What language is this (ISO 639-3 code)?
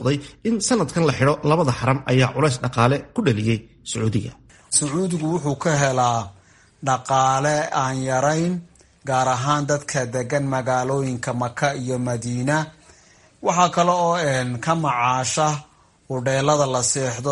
som